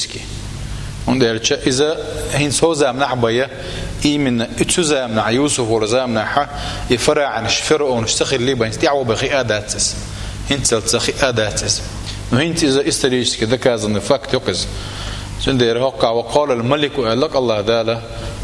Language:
Chechen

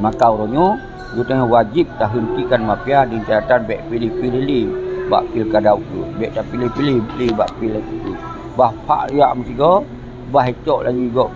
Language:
Achinese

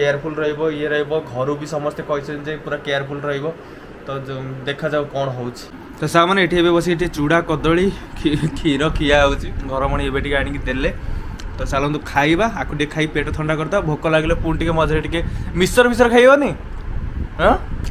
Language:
Odia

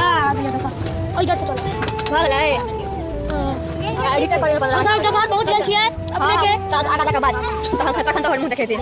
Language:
Maithili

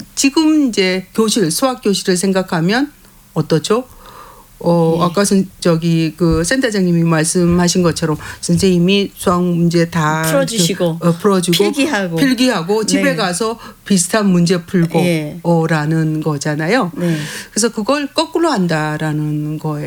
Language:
Korean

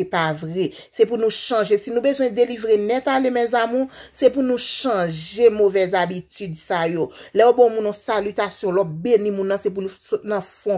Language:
Haitian Creole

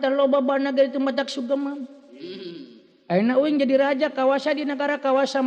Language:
Sundanese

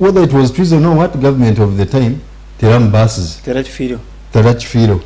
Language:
Nyankole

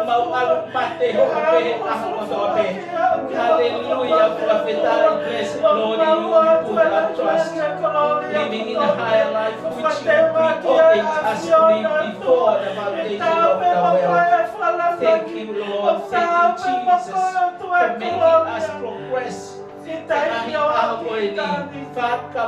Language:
Tongan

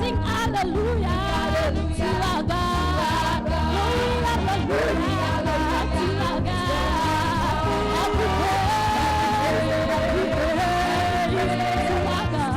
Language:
Ewe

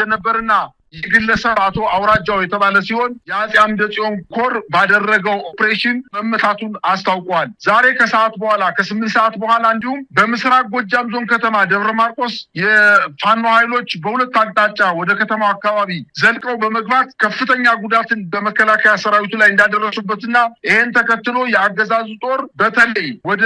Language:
Amharic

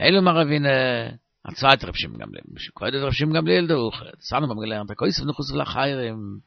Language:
Yiddish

